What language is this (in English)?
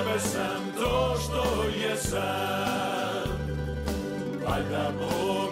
Croatian